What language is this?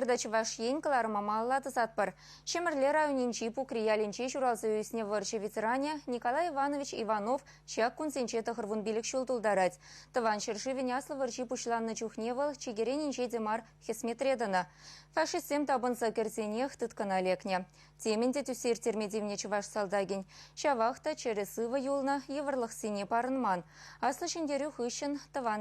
Chuvash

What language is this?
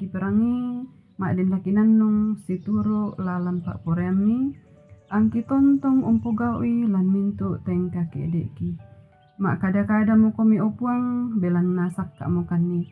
Toraja-Sa'dan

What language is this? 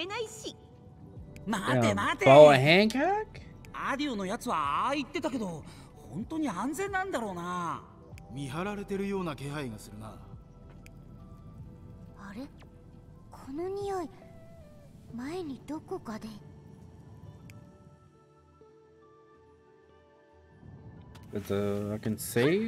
Japanese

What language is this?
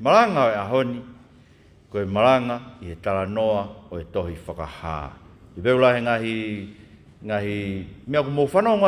Tongan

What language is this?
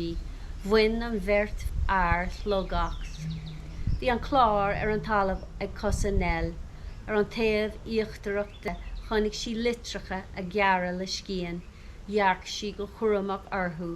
Irish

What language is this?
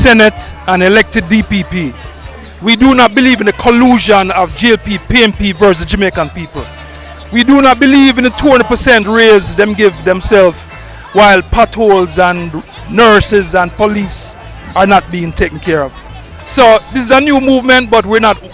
Jamaican Creole English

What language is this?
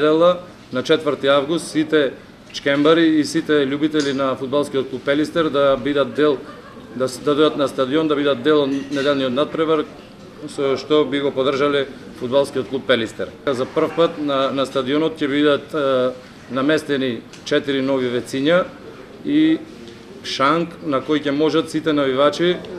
Macedonian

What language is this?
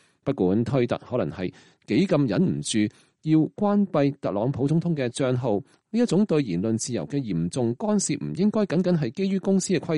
Cantonese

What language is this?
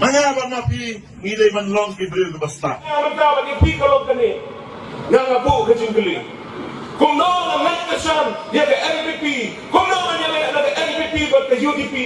Khasi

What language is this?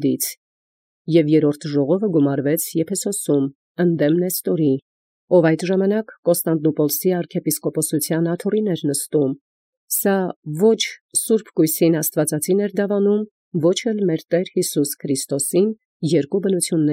Armenian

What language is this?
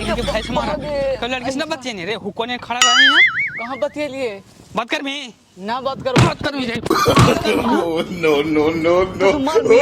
Magahi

